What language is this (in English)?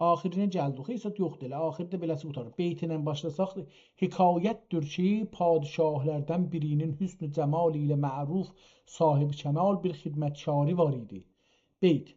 South Azerbaijani